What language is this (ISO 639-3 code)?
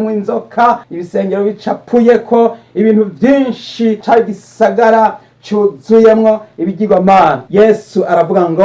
run